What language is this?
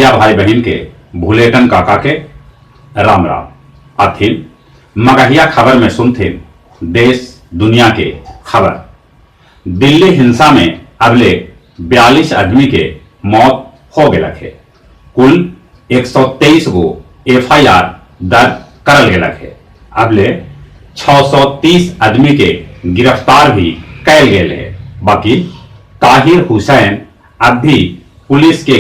Magahi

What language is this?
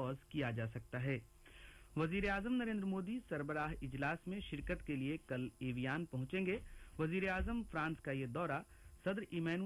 Urdu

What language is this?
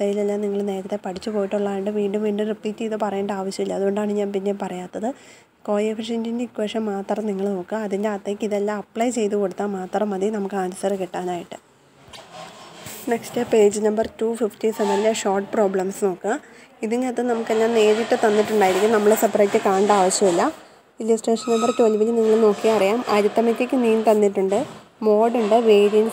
Malayalam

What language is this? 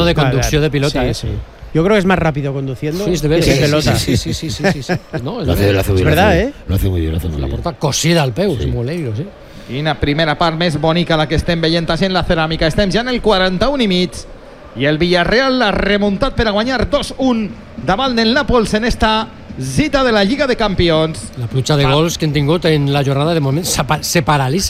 Catalan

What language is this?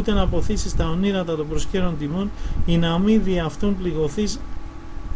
Greek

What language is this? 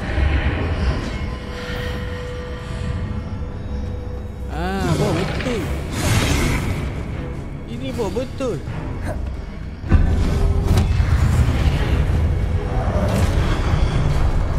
Malay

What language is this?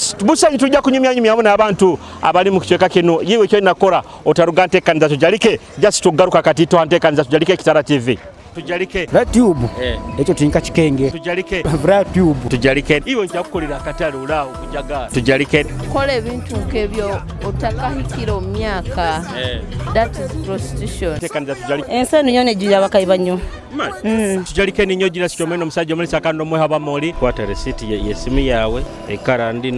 Nyoro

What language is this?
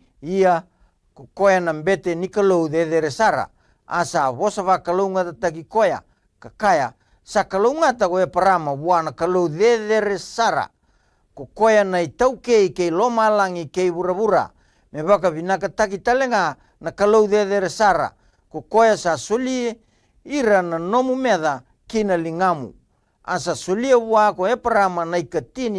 Fijian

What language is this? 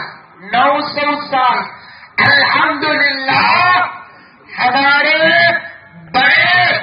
Urdu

